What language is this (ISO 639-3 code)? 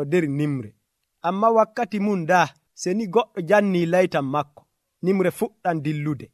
fuv